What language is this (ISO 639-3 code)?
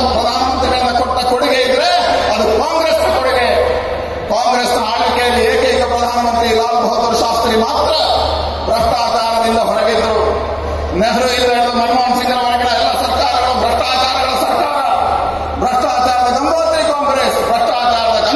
kan